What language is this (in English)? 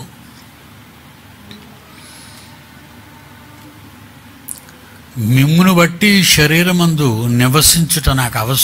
Telugu